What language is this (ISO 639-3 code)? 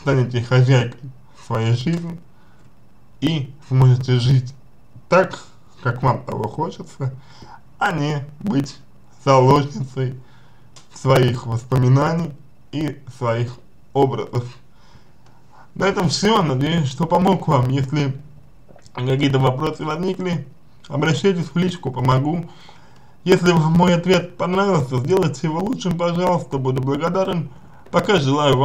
rus